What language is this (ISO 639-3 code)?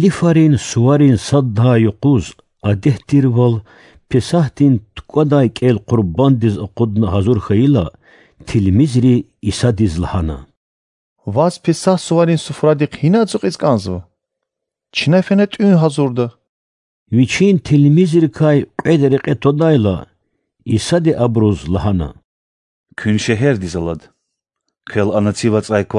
lez